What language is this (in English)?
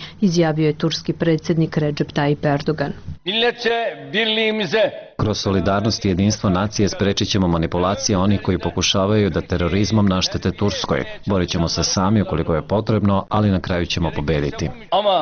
Serbian